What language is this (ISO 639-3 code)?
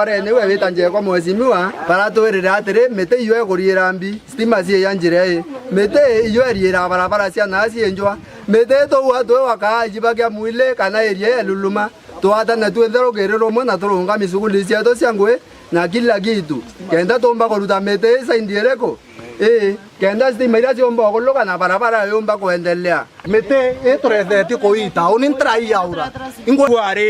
mer